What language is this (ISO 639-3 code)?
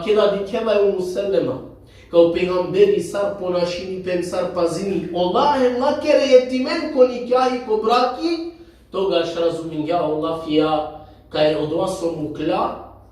rmn